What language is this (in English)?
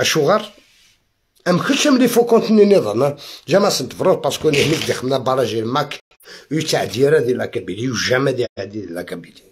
Algerian Arabic